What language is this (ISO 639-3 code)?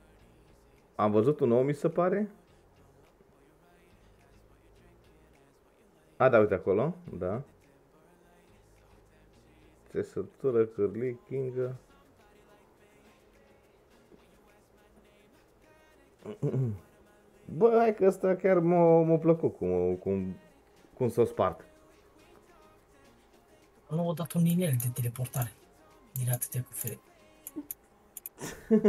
ron